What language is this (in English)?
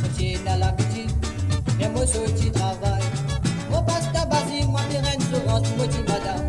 Morisyen